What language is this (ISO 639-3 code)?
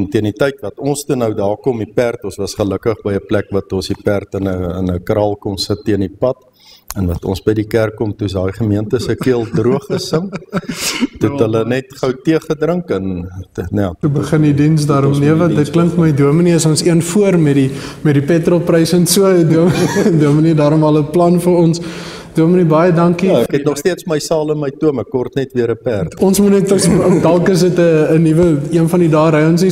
afr